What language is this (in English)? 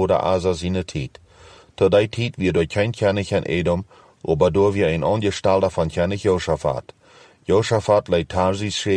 Plautdietsch